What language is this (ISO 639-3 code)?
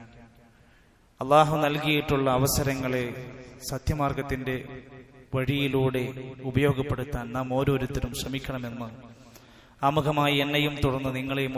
mal